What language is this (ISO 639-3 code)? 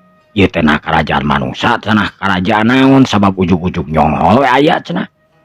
sun